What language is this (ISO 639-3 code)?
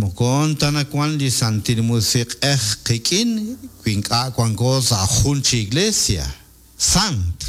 kek